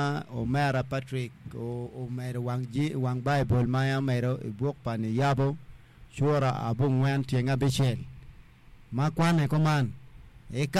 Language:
Acoli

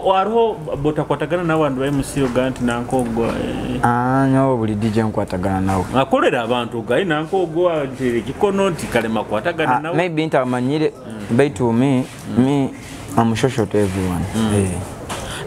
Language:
Nyoro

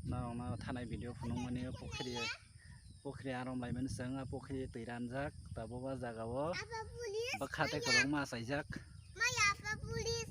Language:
Kok Borok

